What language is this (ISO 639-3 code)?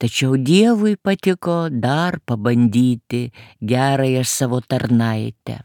lit